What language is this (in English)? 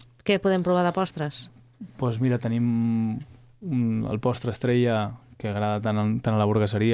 Catalan